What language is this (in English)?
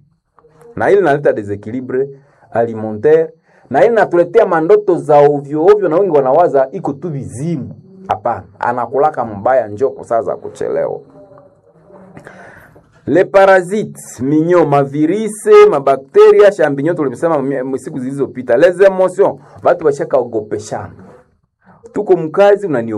Swahili